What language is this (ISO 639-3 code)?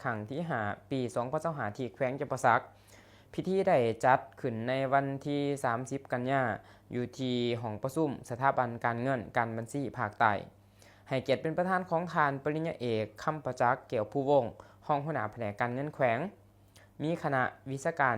lao